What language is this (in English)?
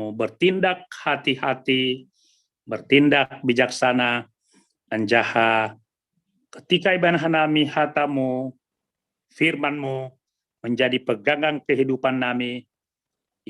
Batak Simalungun